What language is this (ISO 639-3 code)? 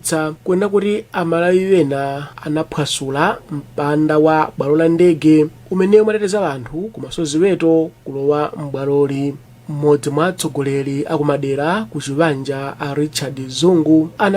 nya